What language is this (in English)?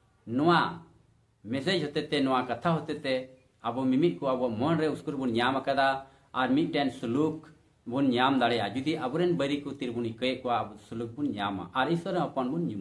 Santali